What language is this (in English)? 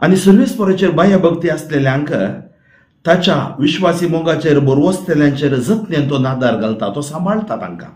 Konkani